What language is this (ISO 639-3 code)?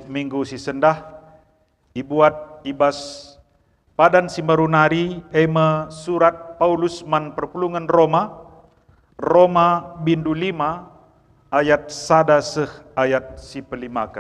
btx